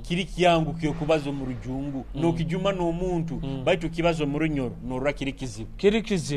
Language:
Nyoro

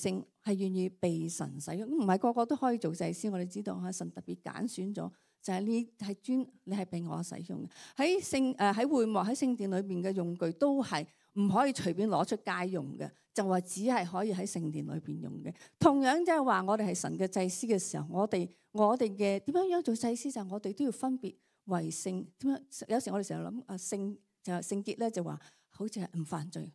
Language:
Cantonese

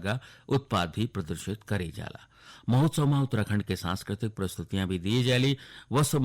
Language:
Garhwali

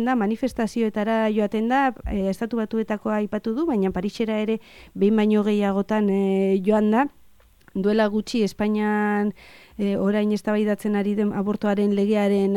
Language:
Basque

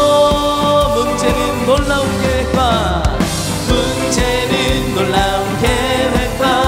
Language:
Korean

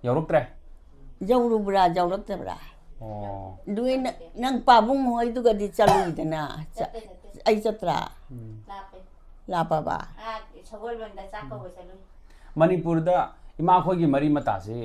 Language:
Manipuri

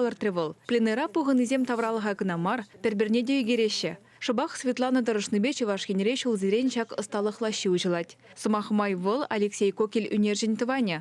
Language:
Chuvash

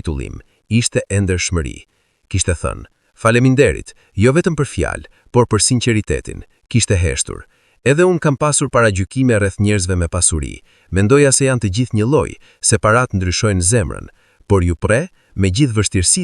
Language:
Albanian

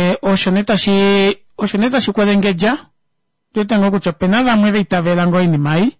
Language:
Kuanyama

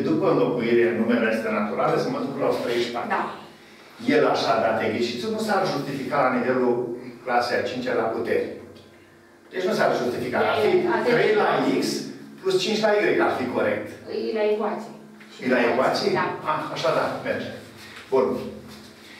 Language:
Romanian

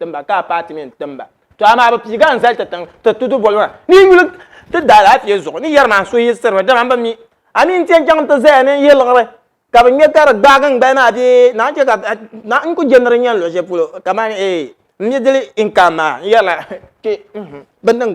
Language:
Dagbani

